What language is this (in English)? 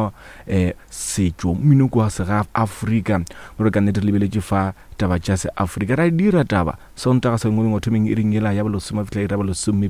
Northern Sotho